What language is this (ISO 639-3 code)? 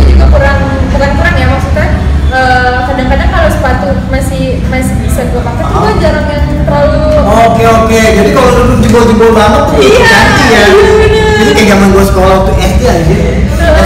ind